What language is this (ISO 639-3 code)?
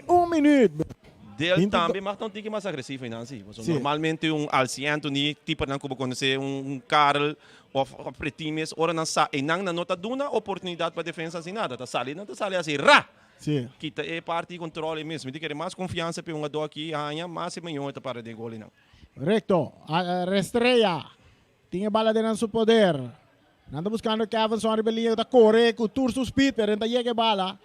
pap